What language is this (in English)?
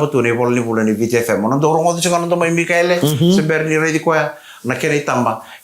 Fijian